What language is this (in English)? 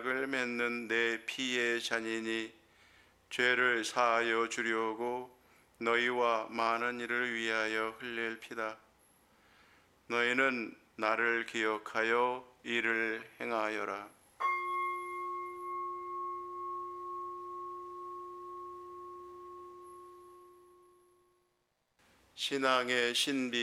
Korean